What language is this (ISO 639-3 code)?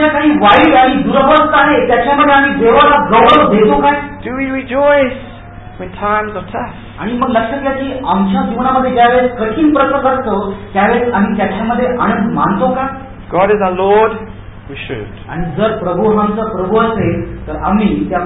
mar